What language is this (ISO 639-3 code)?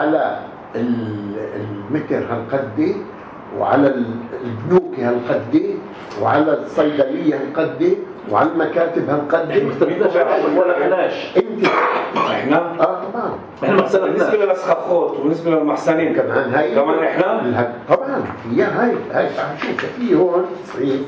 apc